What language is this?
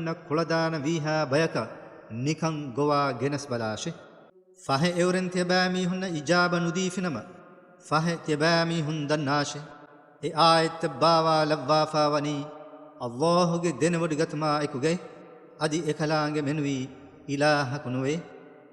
Divehi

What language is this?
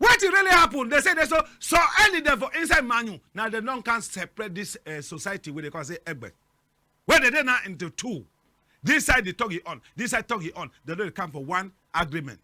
Cameroon Pidgin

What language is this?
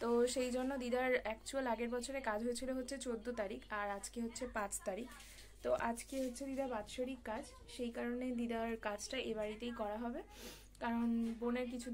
Bangla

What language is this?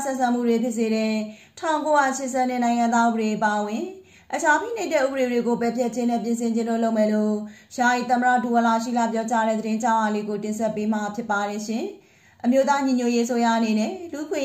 Burmese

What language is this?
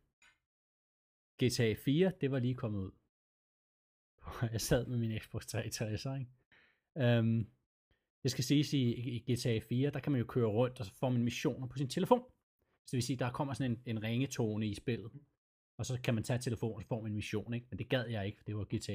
Danish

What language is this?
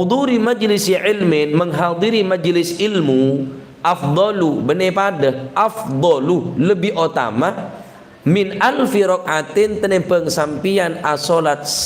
Madurese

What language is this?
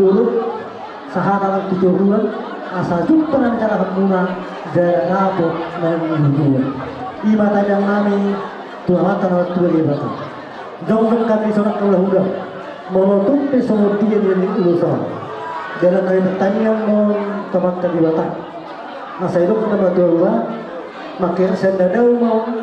Batak Toba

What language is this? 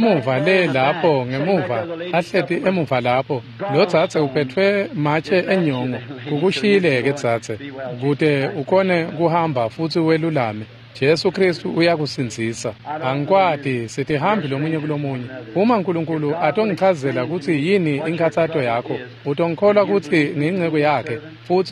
Swati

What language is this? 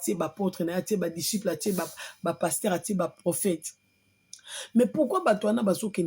Lingala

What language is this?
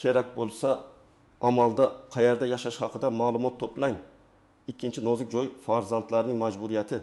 Uzbek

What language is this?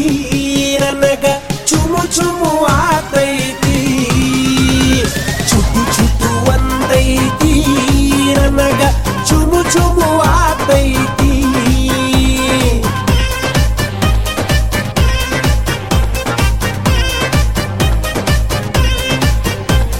Kannada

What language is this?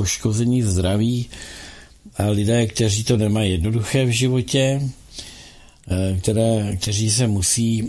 Czech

